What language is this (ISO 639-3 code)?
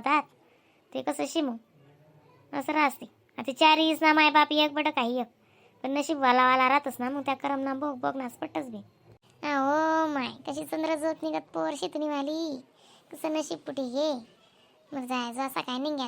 khn